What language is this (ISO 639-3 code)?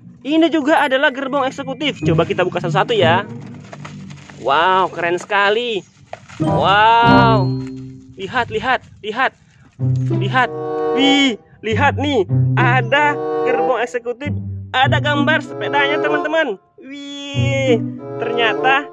ind